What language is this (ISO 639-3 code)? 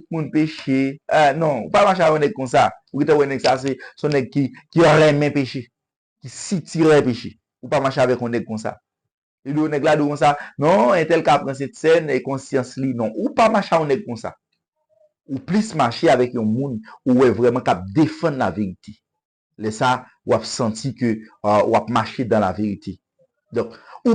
hat